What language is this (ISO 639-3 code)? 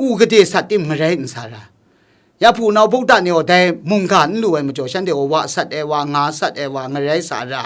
kac